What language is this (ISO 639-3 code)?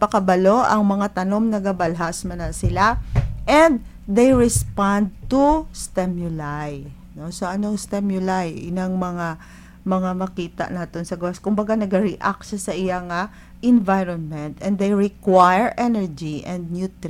hil